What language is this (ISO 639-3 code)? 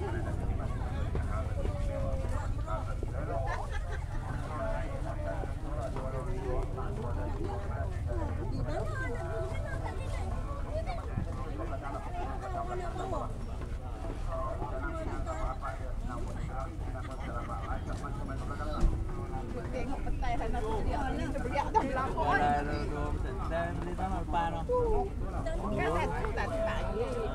msa